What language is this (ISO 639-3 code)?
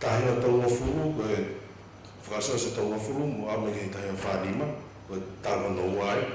ton